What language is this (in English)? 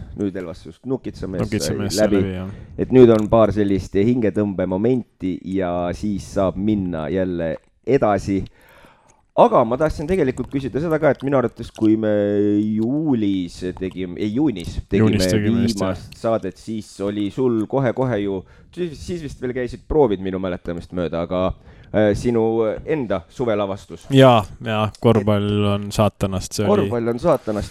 Estonian